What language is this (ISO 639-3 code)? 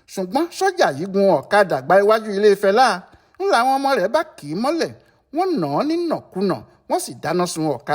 yor